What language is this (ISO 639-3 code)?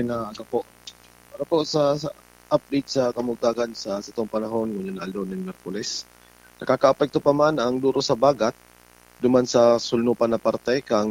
bik